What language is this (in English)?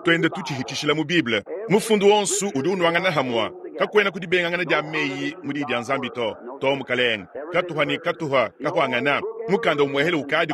Luba-Lulua